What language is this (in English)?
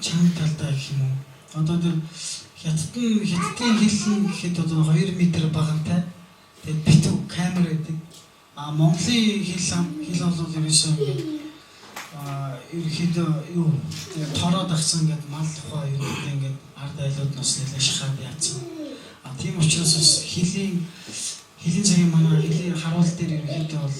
Mongolian